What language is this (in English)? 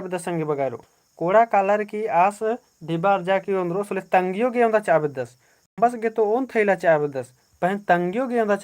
Kurukh